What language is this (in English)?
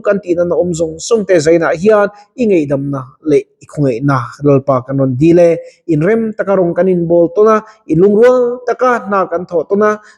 Mizo